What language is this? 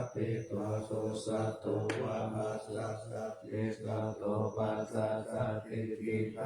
Pali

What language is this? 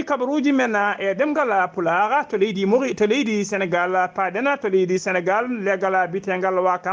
Fula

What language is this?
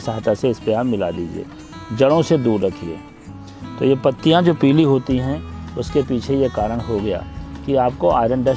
Hindi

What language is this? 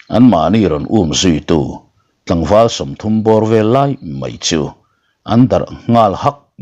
Mizo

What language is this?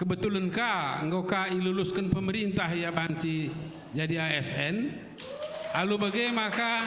Batak Karo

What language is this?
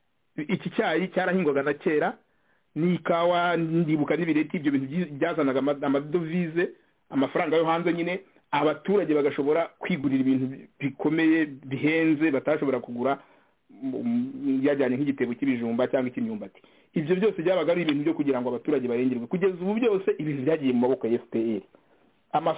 Kinyarwanda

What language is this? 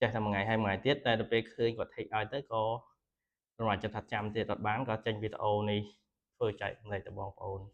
Khmer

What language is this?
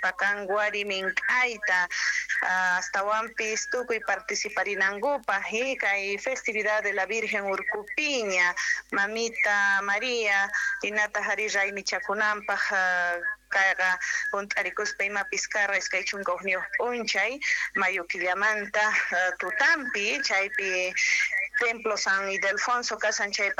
South Bolivian Quechua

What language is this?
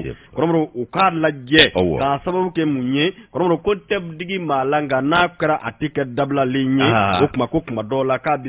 Bambara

